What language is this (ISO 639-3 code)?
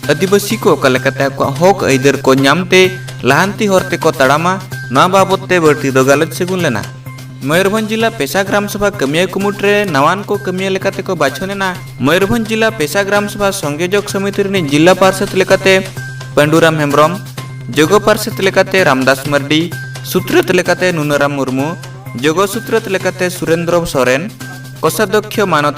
sat